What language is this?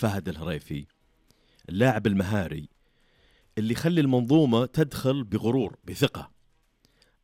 Najdi Arabic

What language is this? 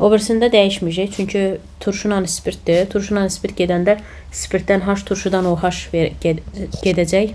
Azerbaijani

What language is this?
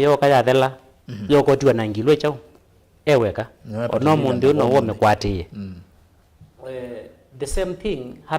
Kamba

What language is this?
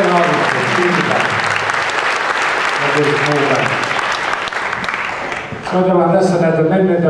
Finnish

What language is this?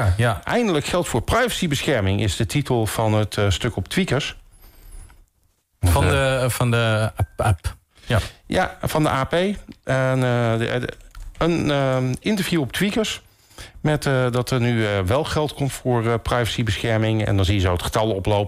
Dutch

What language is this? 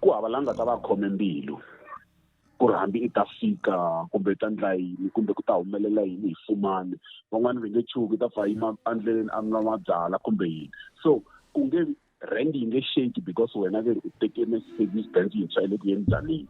Tsonga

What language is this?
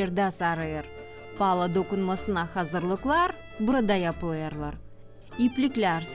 Gagauz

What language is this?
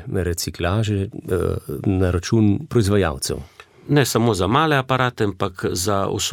Slovenian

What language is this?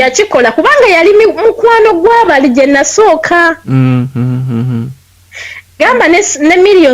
Ganda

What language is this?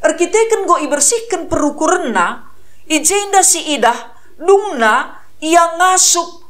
Batak Karo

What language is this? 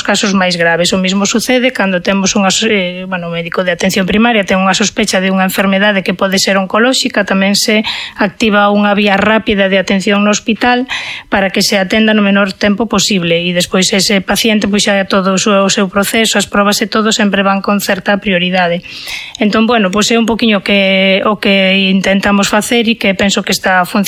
Galician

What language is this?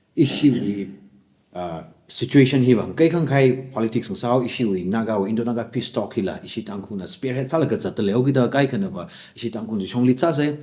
Tangkhul Naga (India)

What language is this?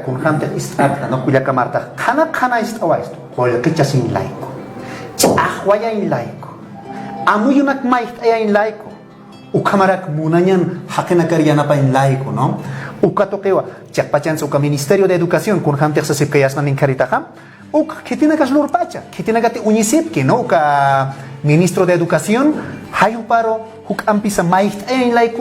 Aymara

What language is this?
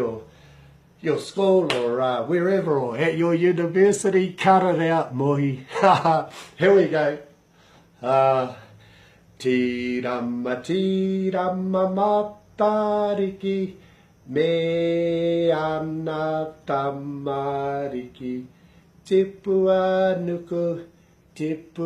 Māori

